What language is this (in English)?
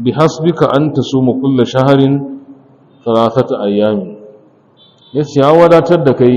Hausa